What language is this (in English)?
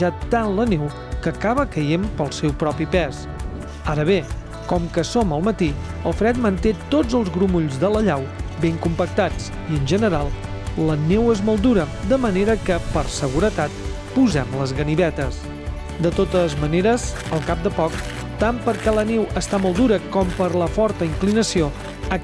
Catalan